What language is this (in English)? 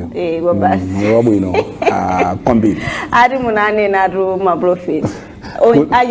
Nyanja